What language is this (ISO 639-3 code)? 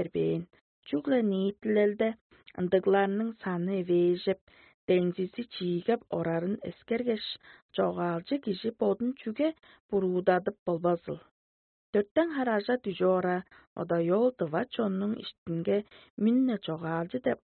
tyv